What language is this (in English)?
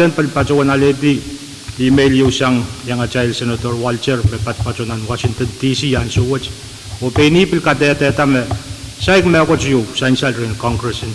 Pohnpeian